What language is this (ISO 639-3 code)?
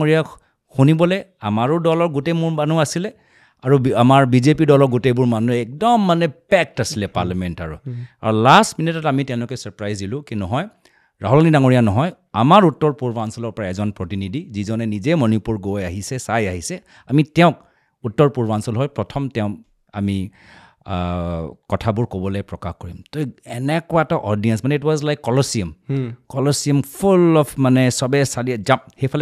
asm